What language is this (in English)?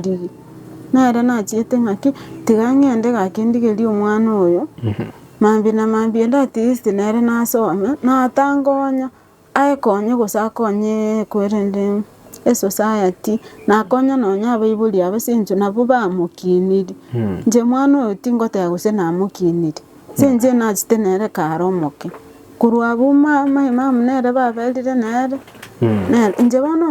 Gusii